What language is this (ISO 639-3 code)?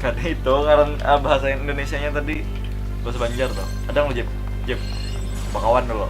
bjn